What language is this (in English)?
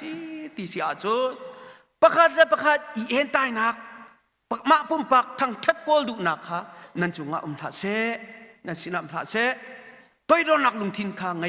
Hakha Chin